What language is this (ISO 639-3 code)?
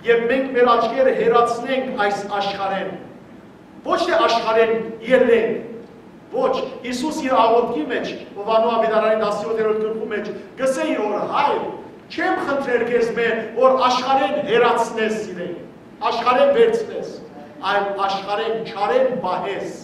hyw